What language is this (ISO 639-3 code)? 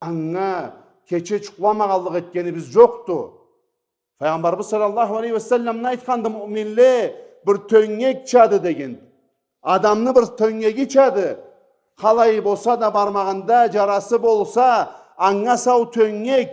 krc